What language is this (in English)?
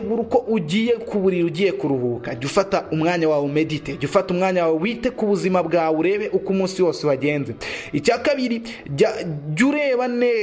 Kinyarwanda